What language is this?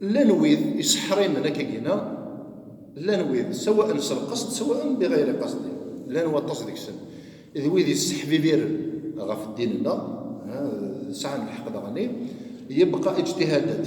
Kabyle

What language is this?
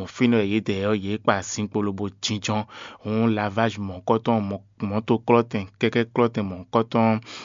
Fon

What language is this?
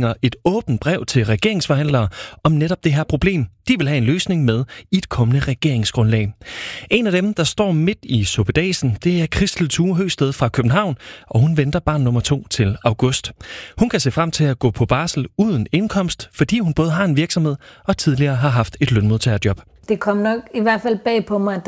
Danish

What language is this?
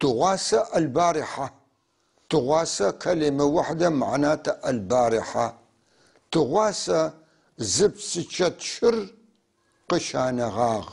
North Levantine Arabic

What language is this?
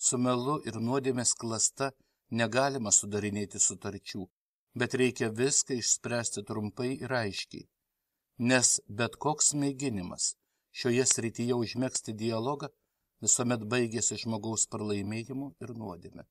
Lithuanian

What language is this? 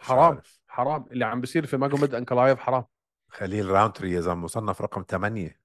North Levantine Arabic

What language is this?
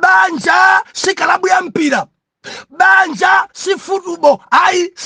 Nyanja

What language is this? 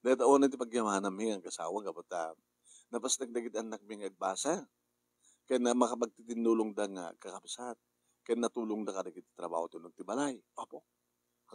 Iloko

